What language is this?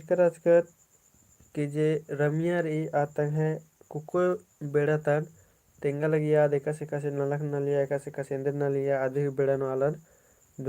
Kurukh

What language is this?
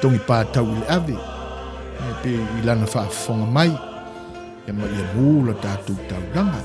Samoan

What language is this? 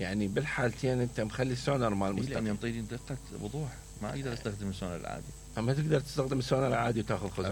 Mesopotamian Arabic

